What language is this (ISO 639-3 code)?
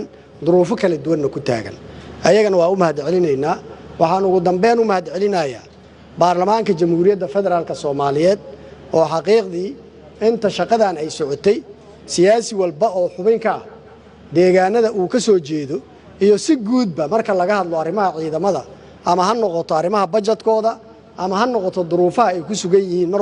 som